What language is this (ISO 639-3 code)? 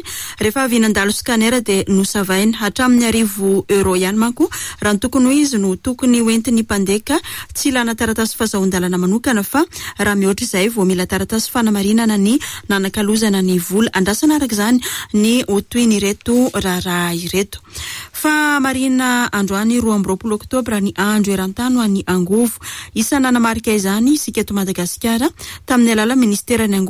mlg